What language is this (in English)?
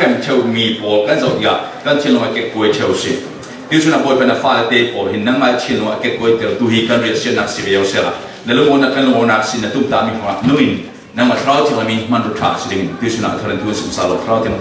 Falam Chin